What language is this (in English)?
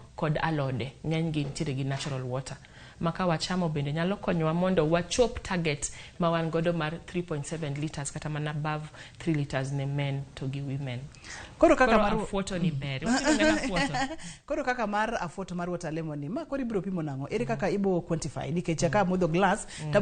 Luo (Kenya and Tanzania)